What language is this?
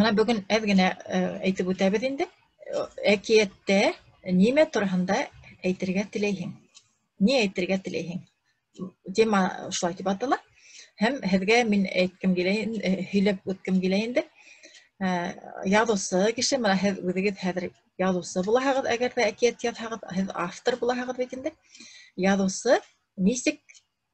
Bashkir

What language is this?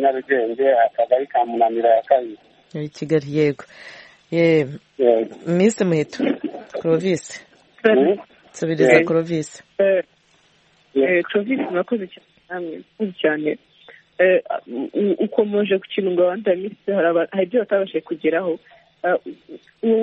Kinyarwanda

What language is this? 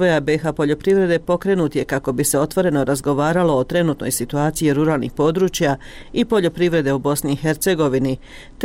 Bosnian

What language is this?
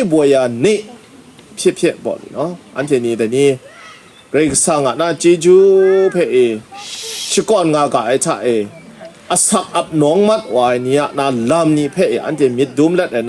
Kachin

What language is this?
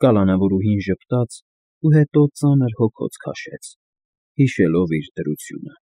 Armenian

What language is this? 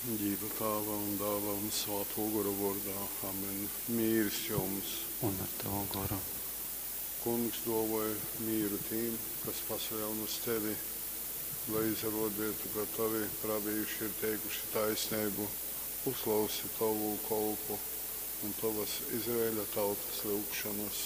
Latgalian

